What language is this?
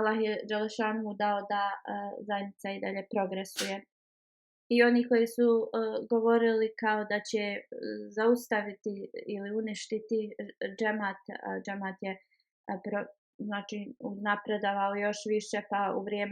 Bosnian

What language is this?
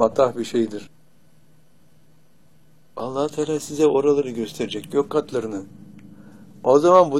Turkish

